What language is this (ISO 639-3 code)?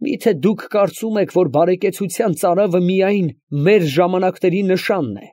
hye